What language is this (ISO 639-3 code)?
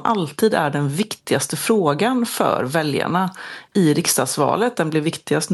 swe